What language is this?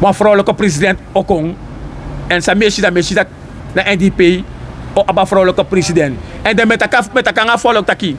Sranan Tongo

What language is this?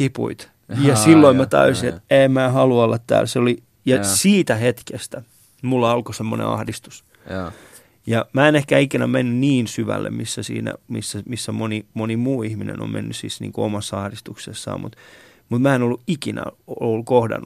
Finnish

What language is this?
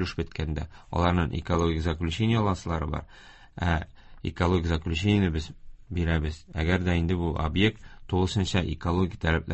Tatar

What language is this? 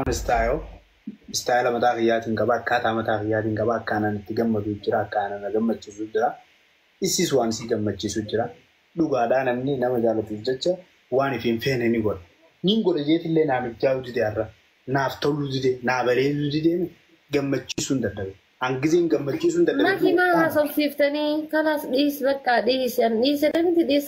Oromo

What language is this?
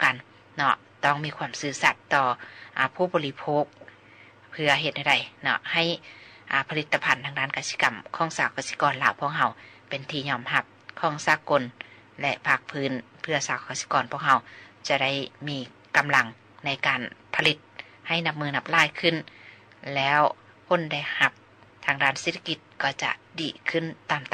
Lao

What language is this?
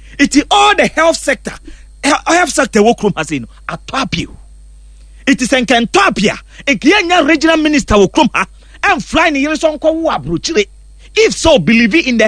Akan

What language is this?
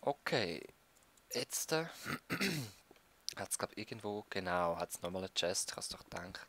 Swiss German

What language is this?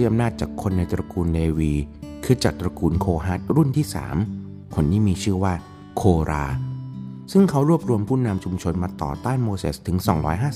Thai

